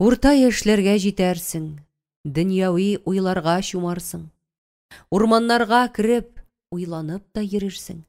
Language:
Tatar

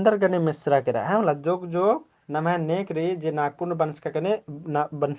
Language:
Kurukh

